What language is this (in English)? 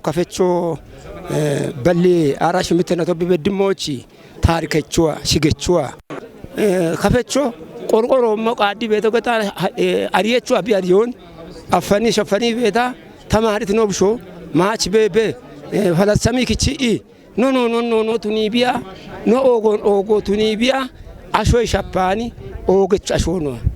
Kafa